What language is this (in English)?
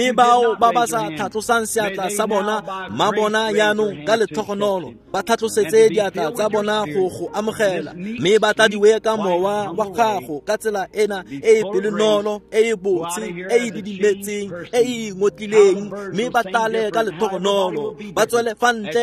Tswana